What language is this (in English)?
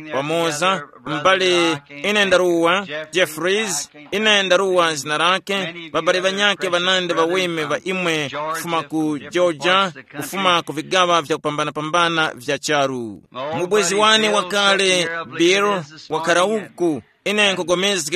Tumbuka